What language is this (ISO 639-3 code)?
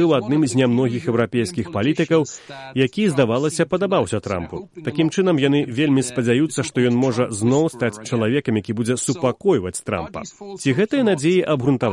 bel